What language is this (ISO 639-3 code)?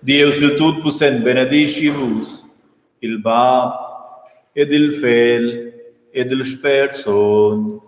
roh